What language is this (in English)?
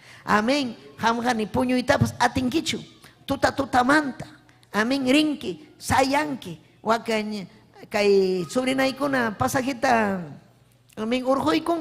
Ayacucho Quechua